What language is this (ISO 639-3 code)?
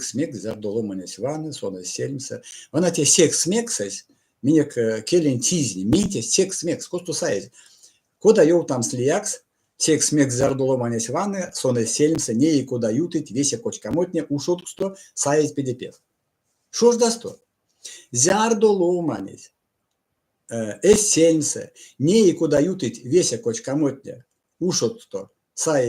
myv